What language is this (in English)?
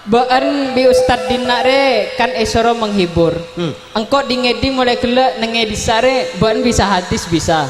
Madurese